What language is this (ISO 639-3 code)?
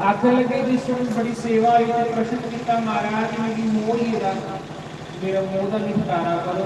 doi